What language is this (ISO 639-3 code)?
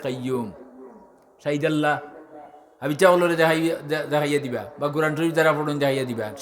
syl